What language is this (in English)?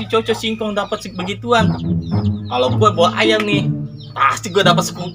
Betawi